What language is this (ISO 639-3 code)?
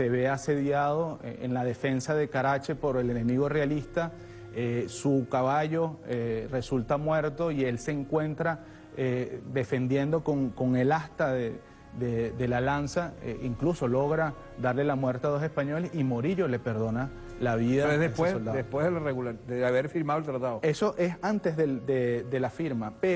spa